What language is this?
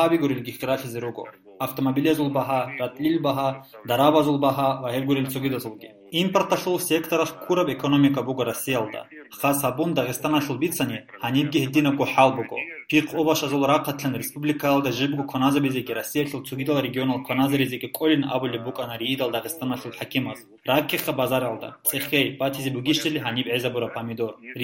Avaric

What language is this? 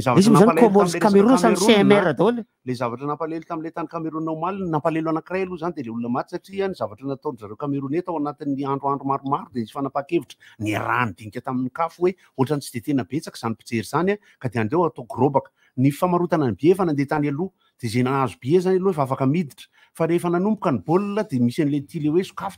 Malagasy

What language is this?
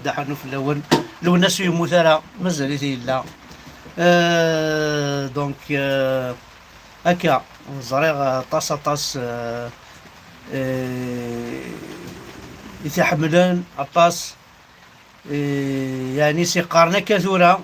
Kabyle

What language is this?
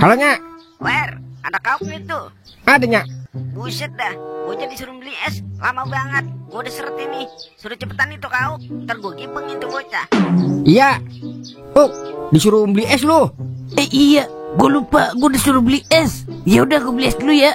Betawi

